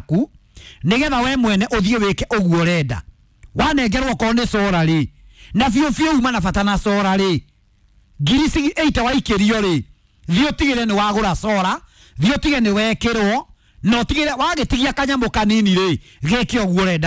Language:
Kikuyu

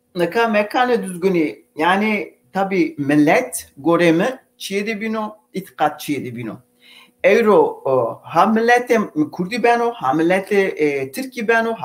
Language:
Zaza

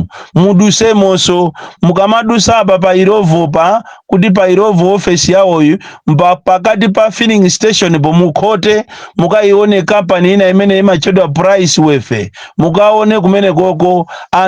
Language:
Nyanja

